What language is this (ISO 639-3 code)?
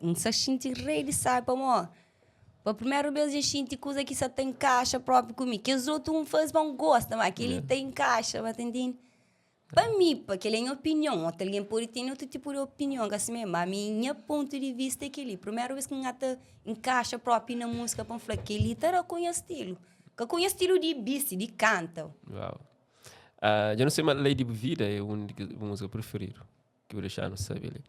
kea